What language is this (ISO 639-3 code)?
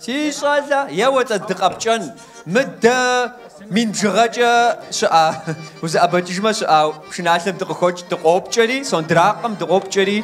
kbd